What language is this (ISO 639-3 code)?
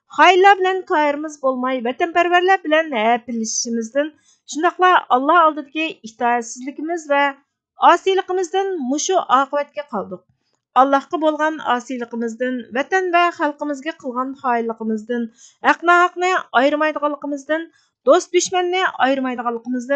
uig